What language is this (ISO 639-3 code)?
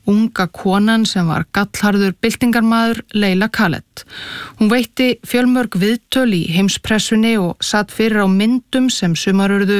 isl